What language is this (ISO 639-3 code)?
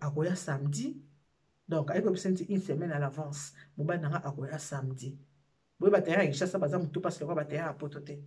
lin